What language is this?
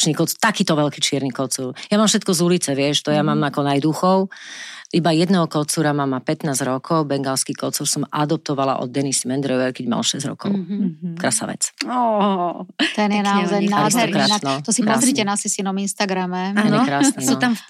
Slovak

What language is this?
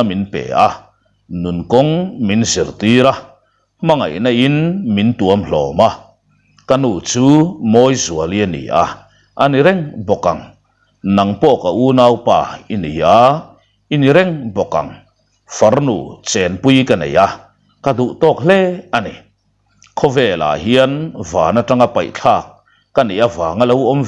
Mizo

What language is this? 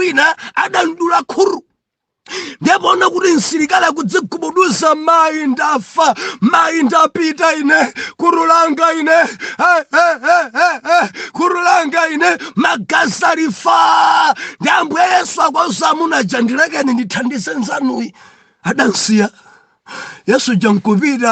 Nyanja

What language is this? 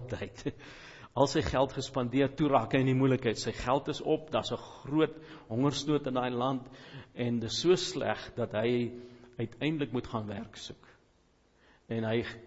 Afrikaans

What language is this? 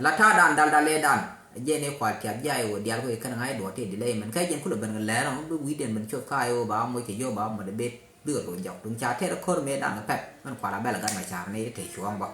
Nuer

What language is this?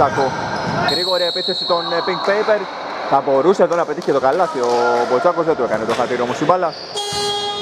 Greek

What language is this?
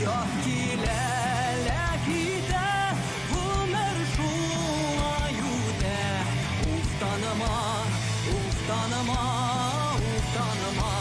Bashkir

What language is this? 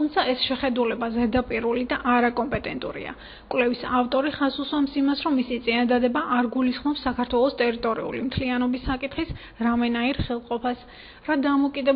Georgian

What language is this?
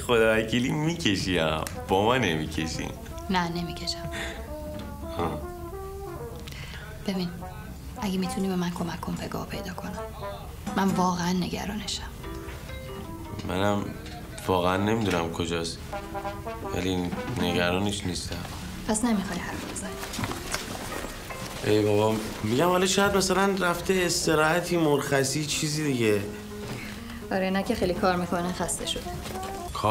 Persian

